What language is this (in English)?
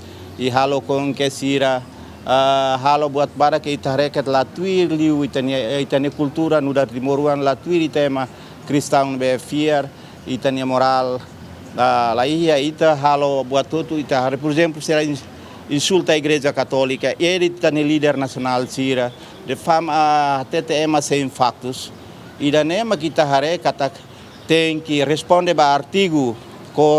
Tetum